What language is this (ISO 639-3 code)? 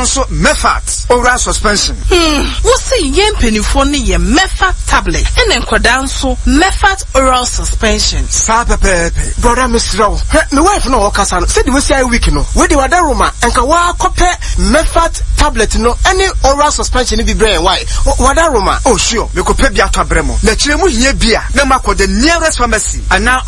aka